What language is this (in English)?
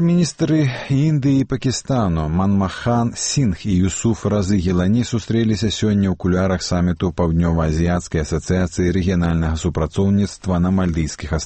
Belarusian